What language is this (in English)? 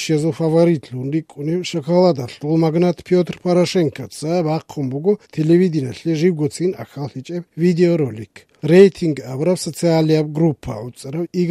Avaric